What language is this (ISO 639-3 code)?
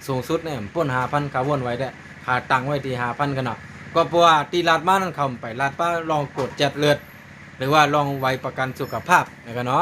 shn